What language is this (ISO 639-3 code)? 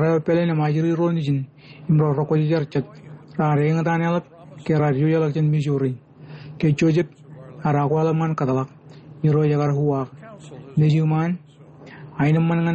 mah